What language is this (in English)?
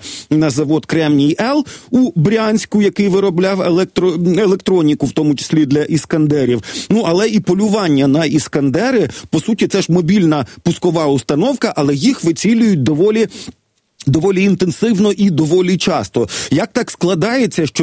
Ukrainian